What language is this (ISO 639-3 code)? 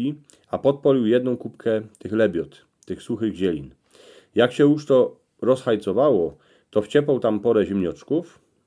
szl